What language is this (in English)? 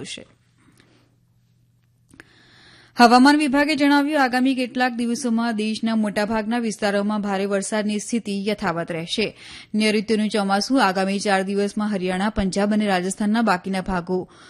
Gujarati